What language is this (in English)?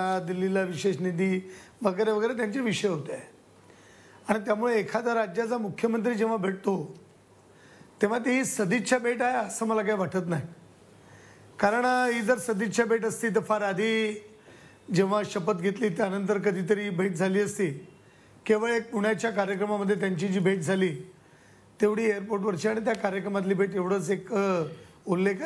Marathi